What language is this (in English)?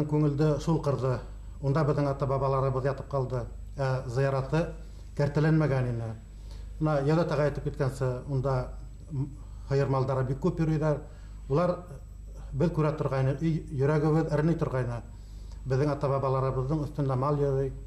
Bashkir